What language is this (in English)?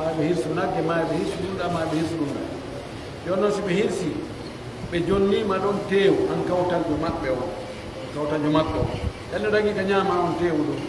Pular